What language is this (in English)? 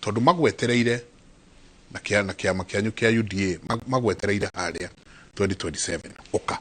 Kikuyu